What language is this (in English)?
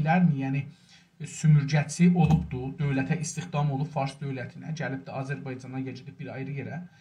South Azerbaijani